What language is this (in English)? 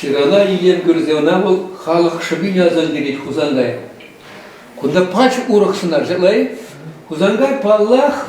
Chuvash